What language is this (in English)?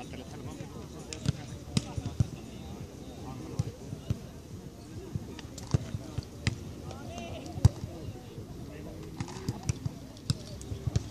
Finnish